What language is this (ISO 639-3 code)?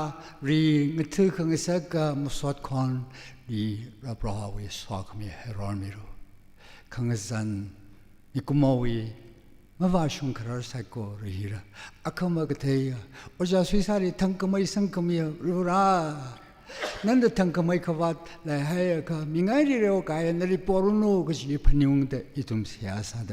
nmf